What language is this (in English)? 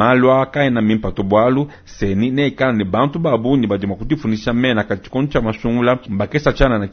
Luba-Lulua